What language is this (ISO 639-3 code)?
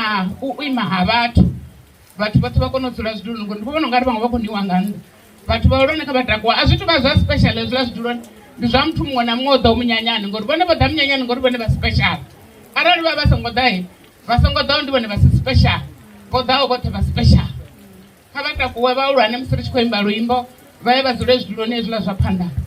ven